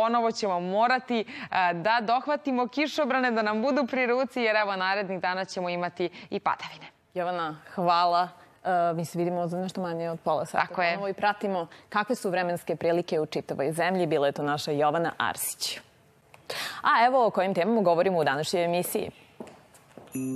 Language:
Serbian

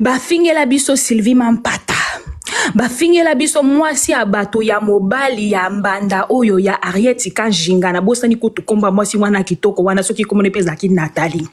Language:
Lingala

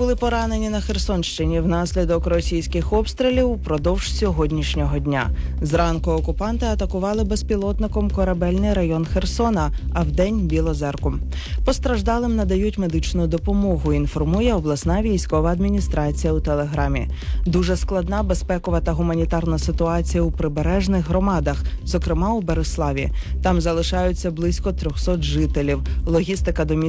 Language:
Ukrainian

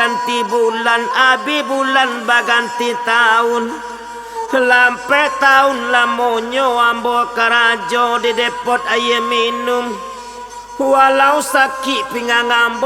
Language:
Minangkabau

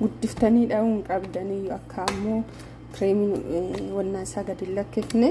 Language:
Oromo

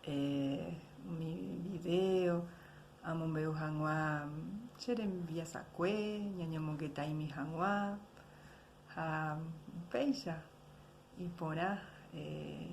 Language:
Guarani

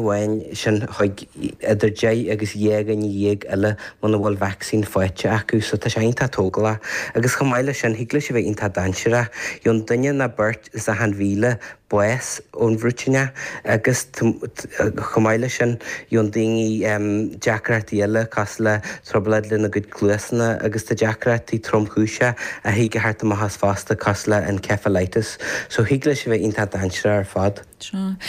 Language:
Irish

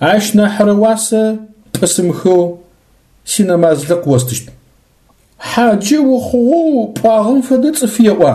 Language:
Adyghe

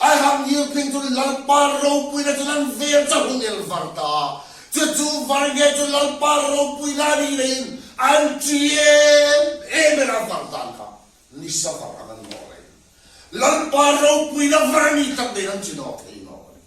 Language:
Hmar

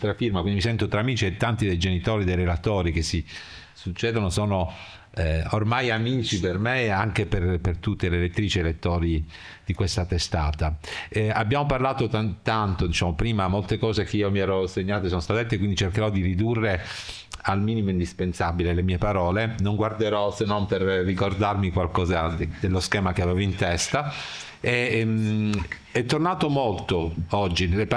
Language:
Italian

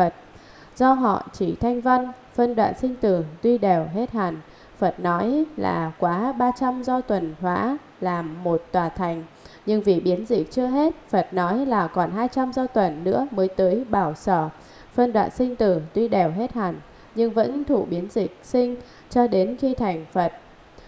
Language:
Vietnamese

